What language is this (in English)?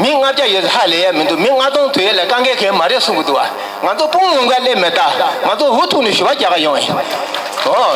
Tibetan